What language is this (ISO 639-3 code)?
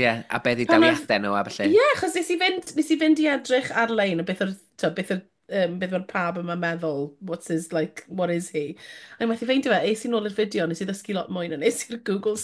cym